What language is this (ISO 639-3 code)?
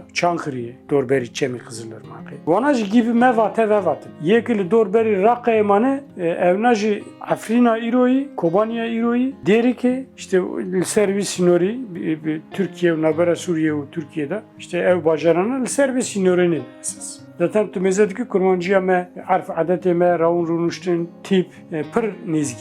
kur